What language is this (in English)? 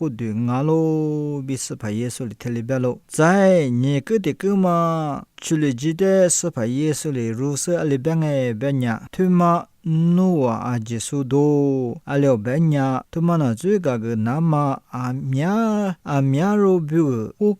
Lisu